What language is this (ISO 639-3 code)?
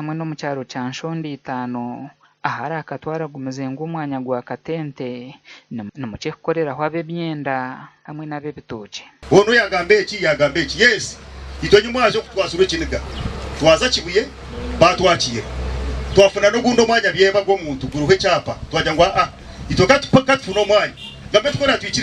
nyn